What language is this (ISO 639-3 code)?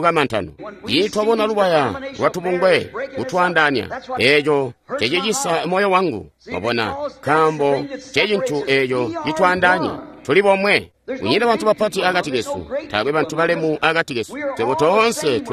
toi